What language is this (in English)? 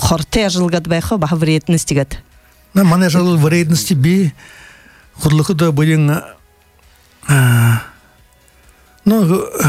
Buriat